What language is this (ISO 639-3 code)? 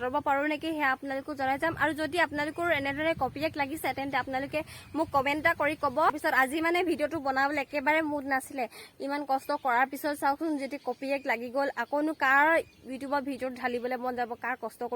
asm